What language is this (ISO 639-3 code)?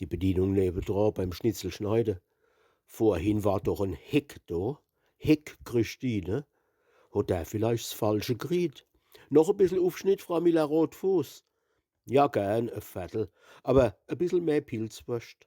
pfl